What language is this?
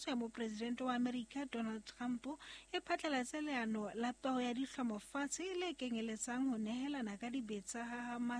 Southern Sotho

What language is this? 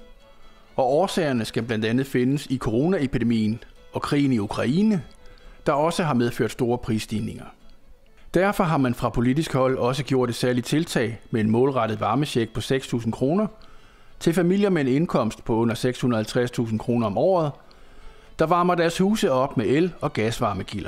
Danish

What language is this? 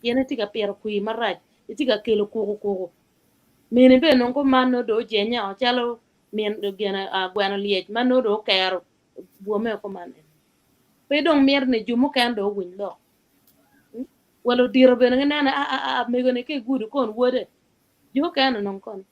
Acoli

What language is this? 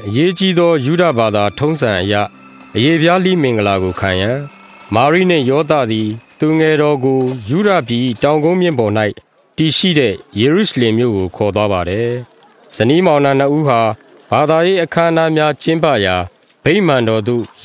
Burmese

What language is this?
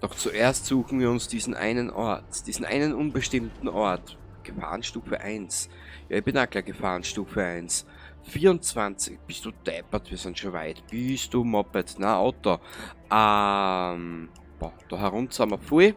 Bavarian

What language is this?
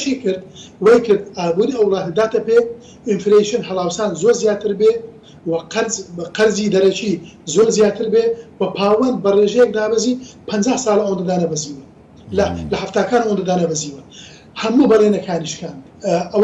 Central Kurdish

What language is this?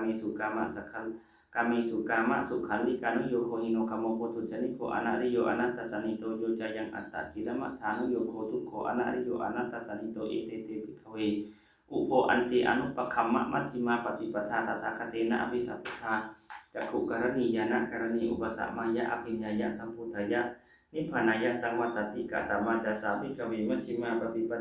Pali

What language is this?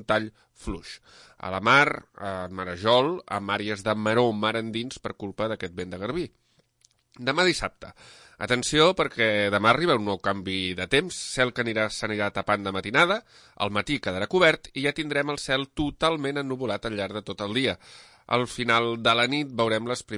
Catalan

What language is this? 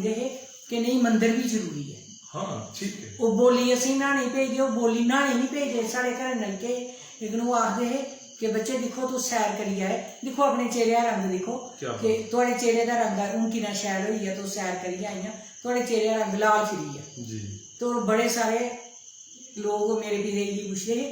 Dogri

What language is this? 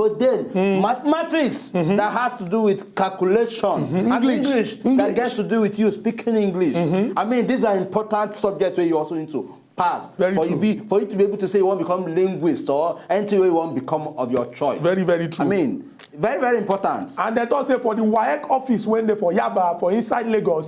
Nigerian Pidgin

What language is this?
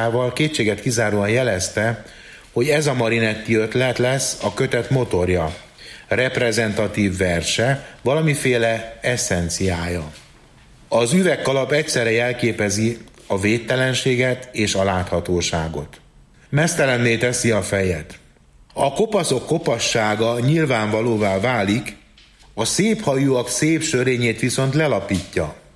Hungarian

